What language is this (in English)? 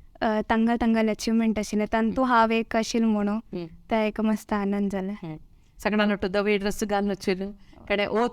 Konkani